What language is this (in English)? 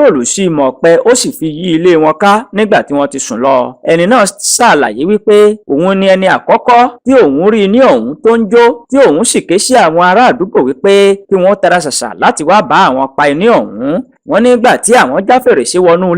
Yoruba